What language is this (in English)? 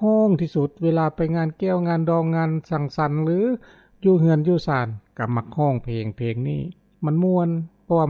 Lao